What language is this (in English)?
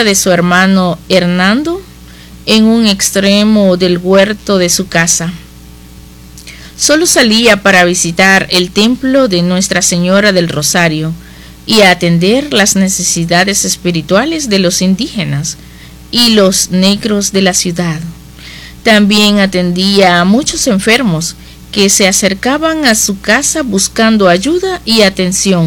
Spanish